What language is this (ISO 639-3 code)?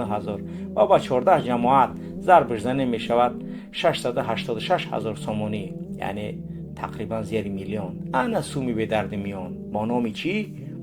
tgk